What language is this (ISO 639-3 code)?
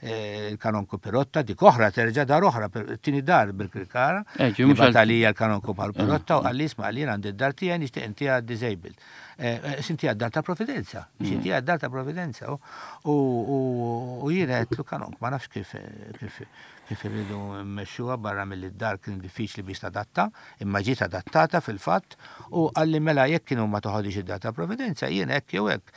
mlt